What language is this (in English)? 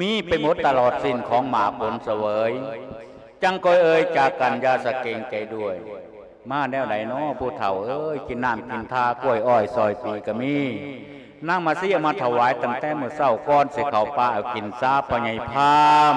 Lao